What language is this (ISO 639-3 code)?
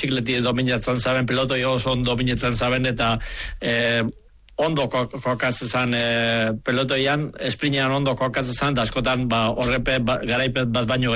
eus